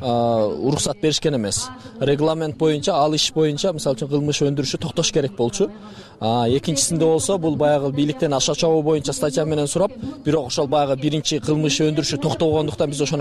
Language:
Kyrgyz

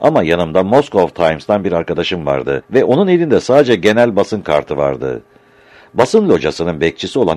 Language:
Turkish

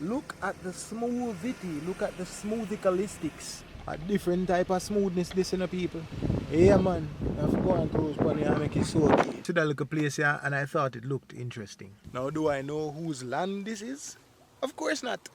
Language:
Jamaican Creole English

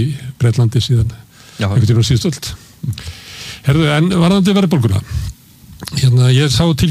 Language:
Icelandic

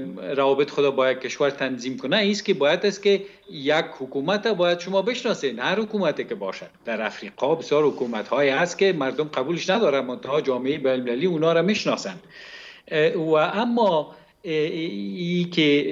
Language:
Persian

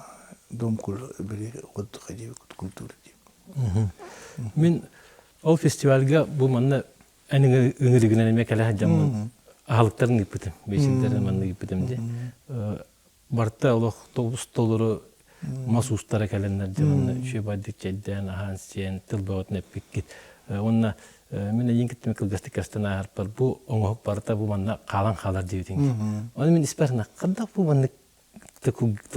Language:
Yakut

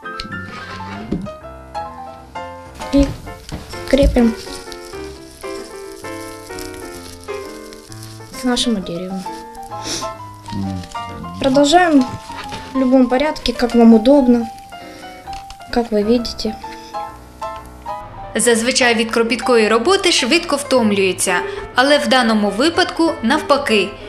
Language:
Ukrainian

